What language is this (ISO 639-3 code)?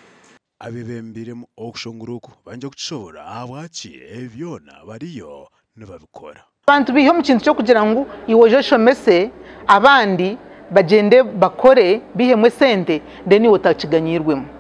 nyn